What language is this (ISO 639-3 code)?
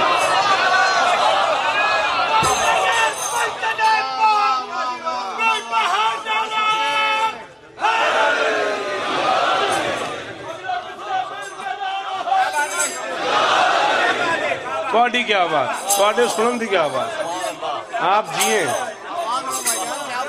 urd